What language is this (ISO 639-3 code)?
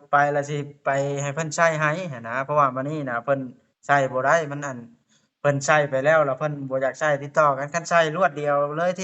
lao